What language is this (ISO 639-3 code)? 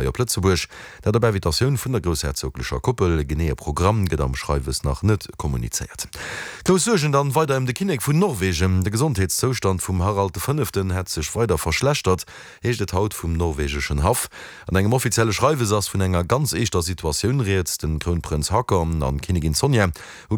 ltz